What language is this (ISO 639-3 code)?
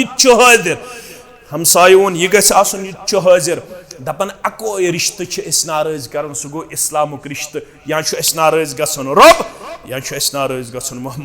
kas